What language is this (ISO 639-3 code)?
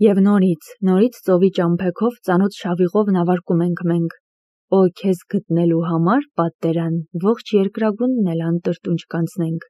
hye